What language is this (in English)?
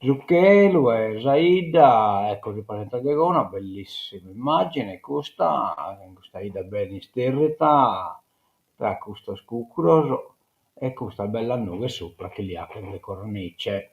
Sardinian